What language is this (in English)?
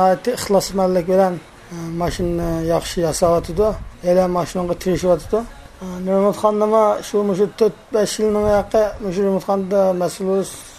Uyghur